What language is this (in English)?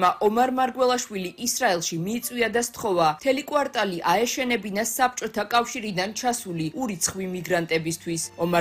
Georgian